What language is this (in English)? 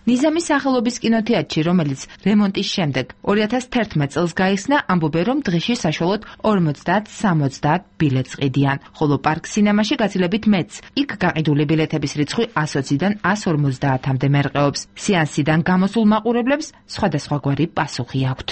Georgian